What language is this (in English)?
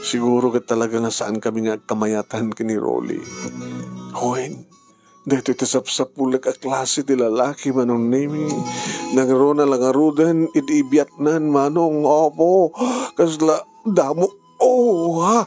Iloko